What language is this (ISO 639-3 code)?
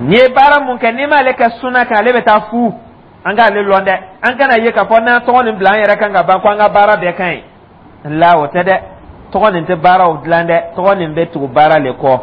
dyu